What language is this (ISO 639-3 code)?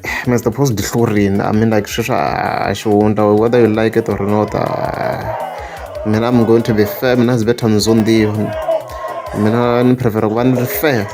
tso